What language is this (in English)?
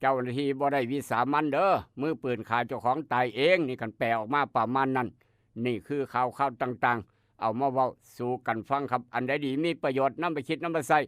Northeastern Thai